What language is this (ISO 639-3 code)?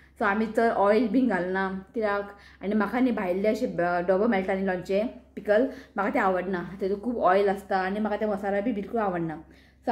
kok